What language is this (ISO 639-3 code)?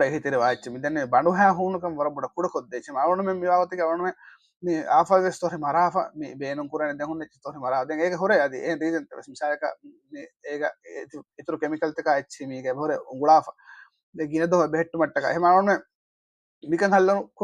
div